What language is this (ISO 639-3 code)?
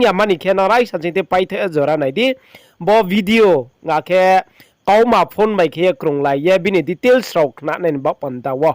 ria